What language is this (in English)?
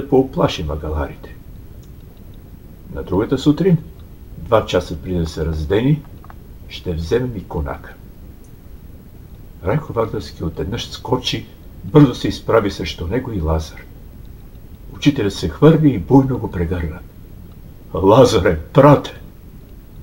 Bulgarian